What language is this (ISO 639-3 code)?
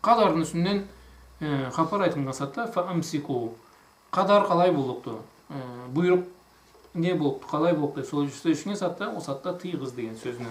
krc